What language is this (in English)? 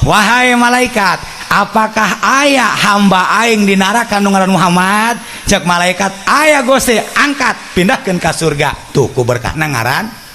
Sundanese